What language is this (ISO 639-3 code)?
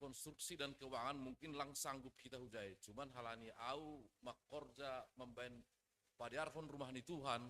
bts